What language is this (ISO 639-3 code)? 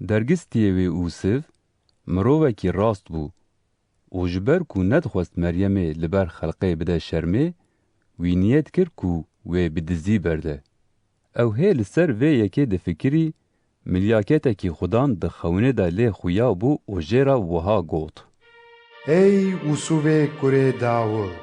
kur